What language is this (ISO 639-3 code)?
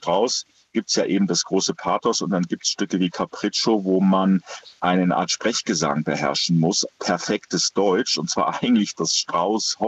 deu